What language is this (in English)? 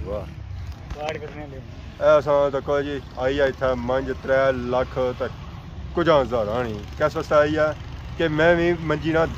Pahari-Potwari